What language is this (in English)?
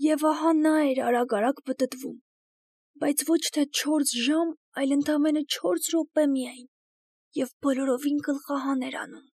Armenian